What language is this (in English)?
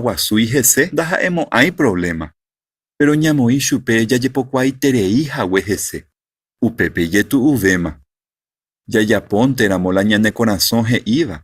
Guarani